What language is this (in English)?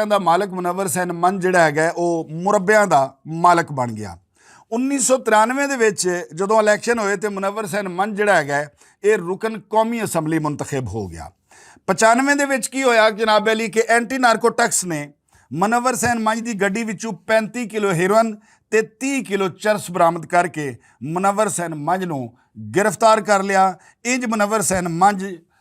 Western Panjabi